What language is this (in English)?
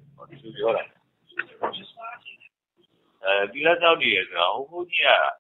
Burmese